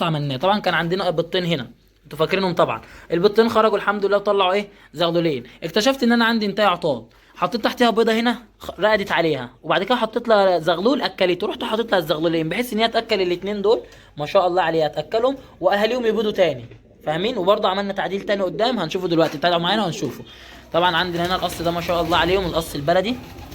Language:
Egyptian Arabic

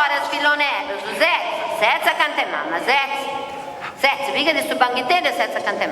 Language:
Sardinian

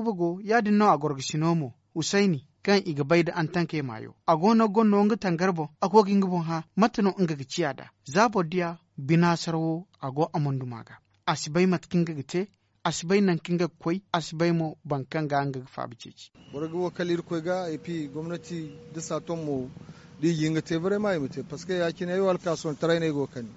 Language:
Zarma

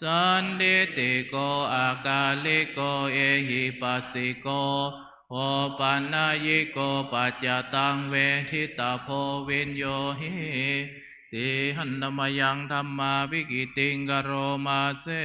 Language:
Pali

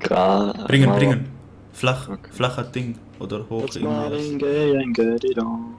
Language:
Swiss German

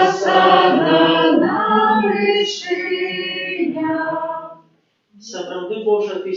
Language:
Belarusian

